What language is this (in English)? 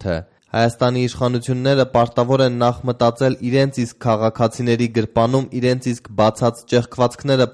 Armenian